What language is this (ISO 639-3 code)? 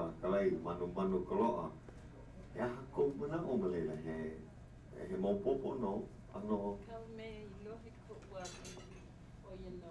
haw